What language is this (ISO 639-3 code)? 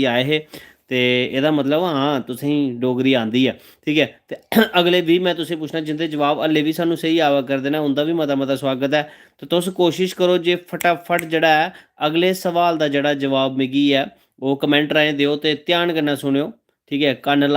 doi